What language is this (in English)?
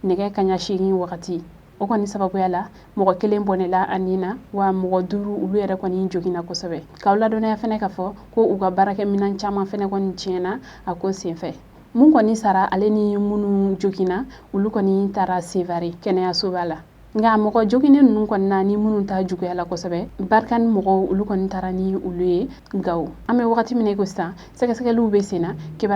Bambara